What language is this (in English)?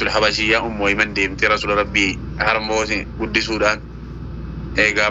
Oromo